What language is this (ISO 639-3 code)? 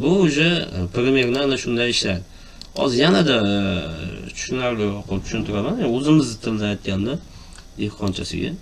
uzb